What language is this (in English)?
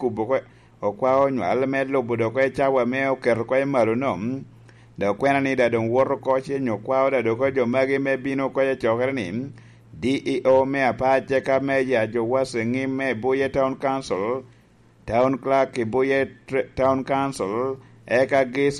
Lango (Uganda)